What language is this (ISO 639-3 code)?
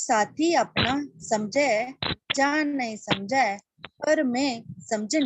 doi